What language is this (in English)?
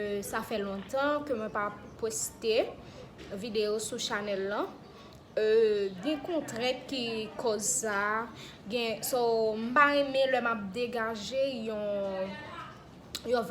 Haitian Creole